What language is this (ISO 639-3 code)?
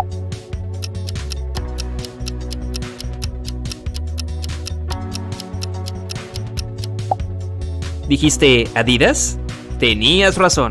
spa